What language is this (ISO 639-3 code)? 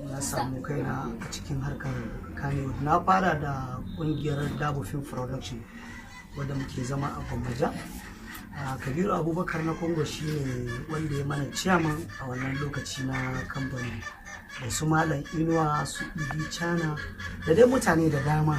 hau